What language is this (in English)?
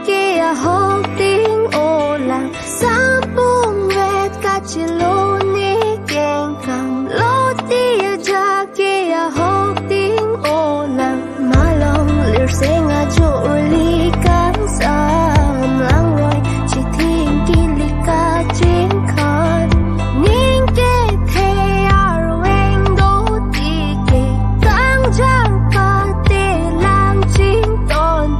Karbi